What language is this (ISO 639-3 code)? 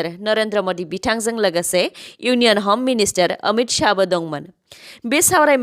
brx